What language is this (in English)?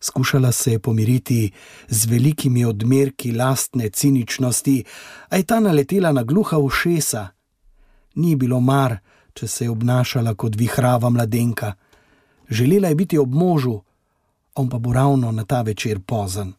Slovenian